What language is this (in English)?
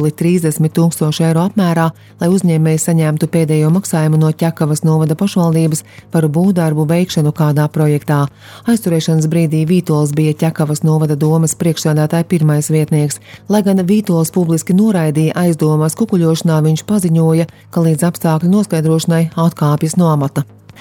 Latvian